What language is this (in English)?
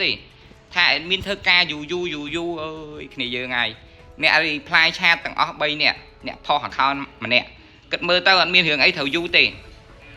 Khmer